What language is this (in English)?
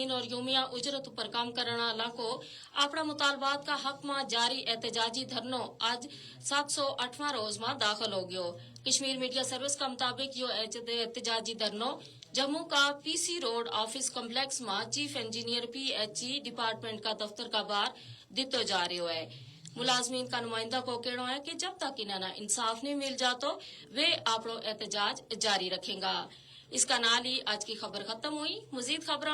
Gujari